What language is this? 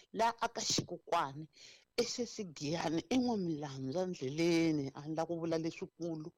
Tsonga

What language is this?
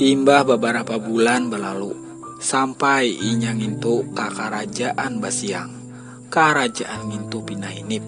Banjar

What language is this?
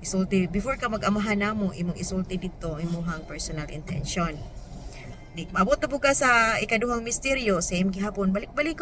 Cebuano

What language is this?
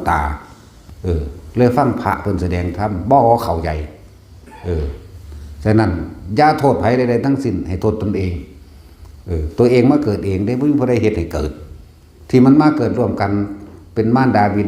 Lao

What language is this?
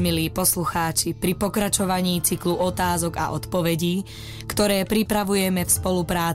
Slovak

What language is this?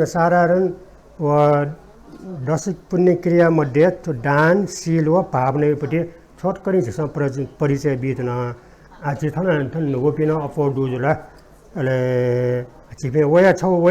Newari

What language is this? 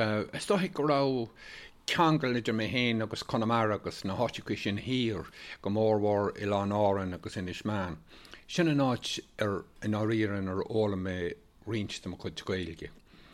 Irish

